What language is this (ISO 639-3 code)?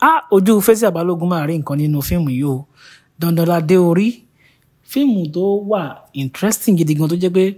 yor